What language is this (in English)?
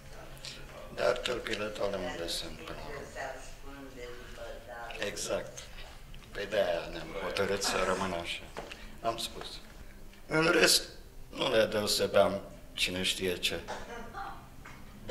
Romanian